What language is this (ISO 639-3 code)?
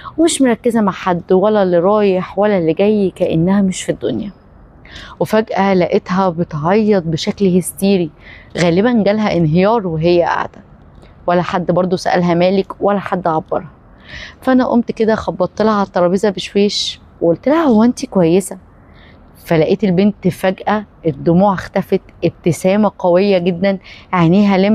arz